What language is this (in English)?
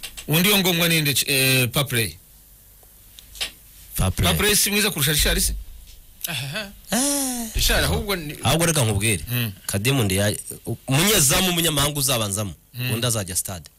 Kinyarwanda